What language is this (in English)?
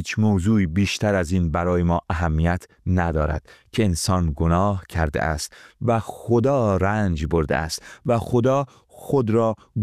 Persian